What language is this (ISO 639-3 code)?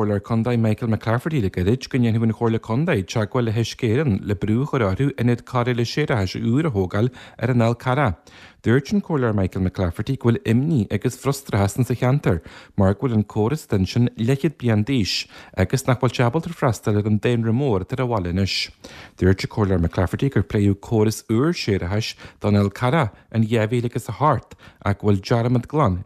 gle